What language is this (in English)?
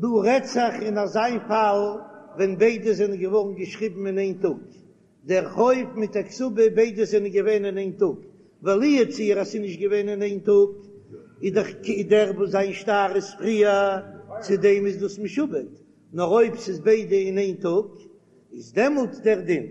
Yiddish